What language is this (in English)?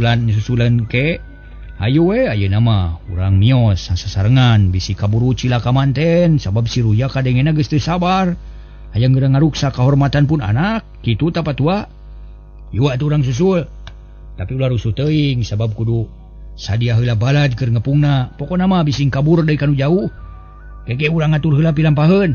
Sundanese